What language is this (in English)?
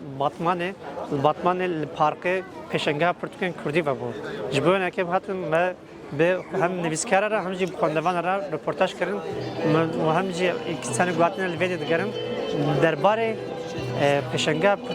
Kurdish